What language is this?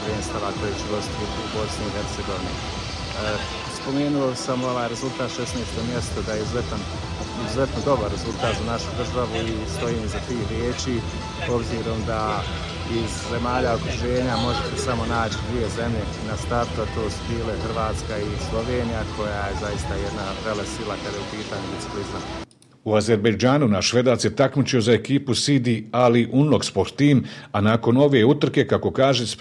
Bosnian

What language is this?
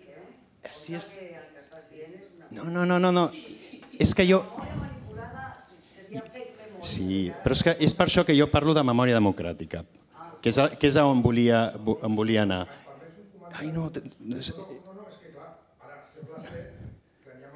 Catalan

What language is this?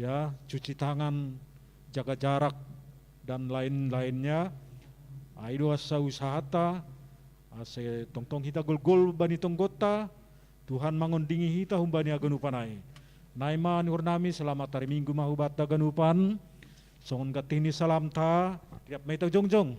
Batak Simalungun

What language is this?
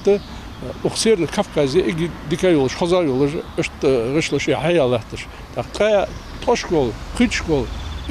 Ingush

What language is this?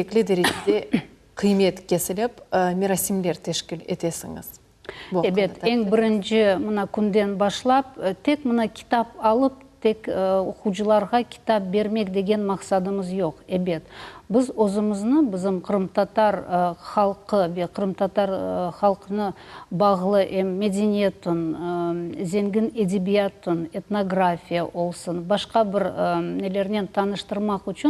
Crimean Tatar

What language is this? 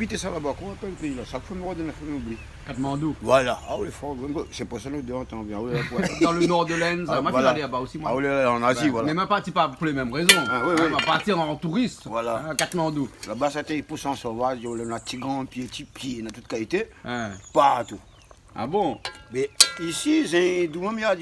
Réunion Creole French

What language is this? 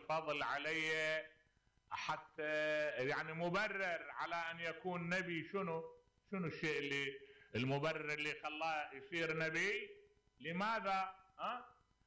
Mesopotamian Arabic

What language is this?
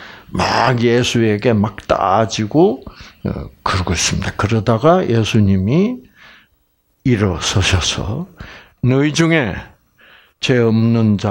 Korean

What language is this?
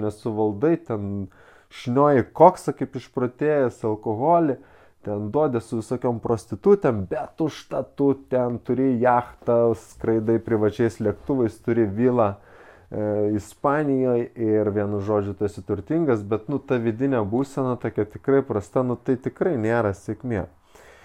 Lithuanian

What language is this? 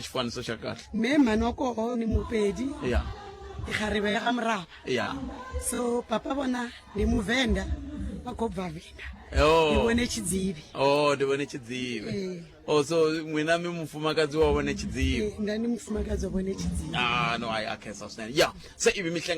Tsonga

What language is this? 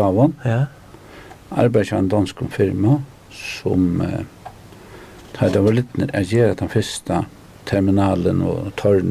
Faroese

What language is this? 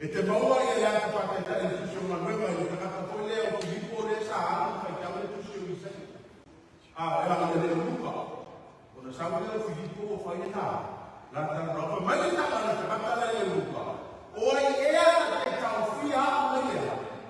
Samoan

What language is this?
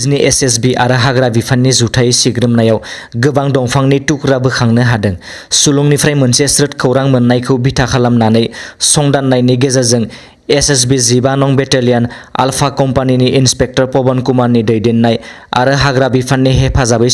Bodo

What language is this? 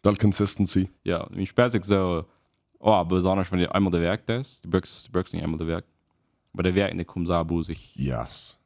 Plautdietsch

